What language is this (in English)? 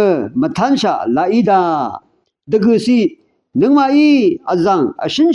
Rawang